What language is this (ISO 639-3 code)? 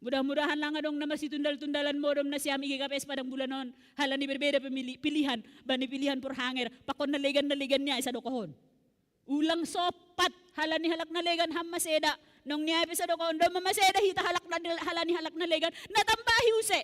bts